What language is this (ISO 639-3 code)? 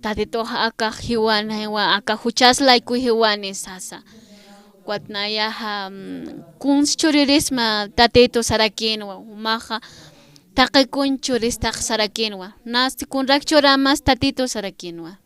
aym